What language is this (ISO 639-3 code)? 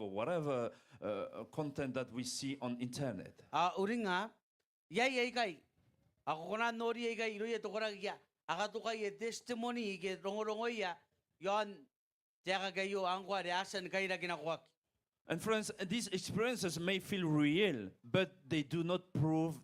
gil